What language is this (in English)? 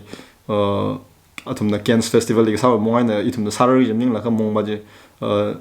Tangkhul Naga (India)